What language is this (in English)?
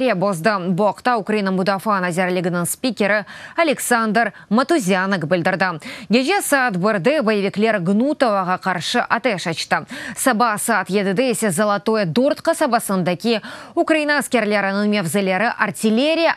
Crimean Tatar